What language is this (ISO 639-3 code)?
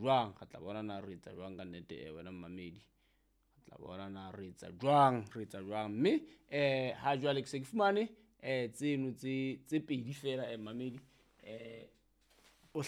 sot